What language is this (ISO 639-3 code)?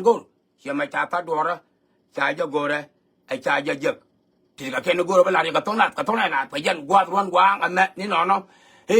nus